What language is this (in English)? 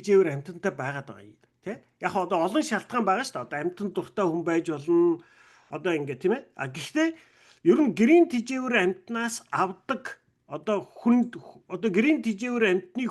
Mongolian